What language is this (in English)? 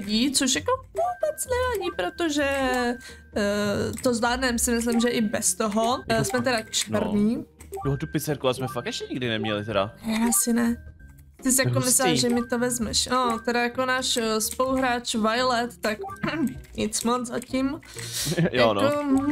Czech